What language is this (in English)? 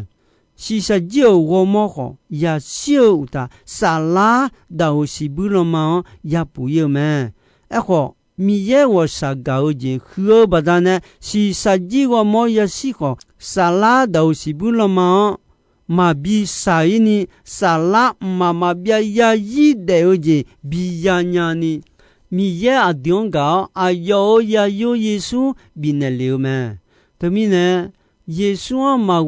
Akha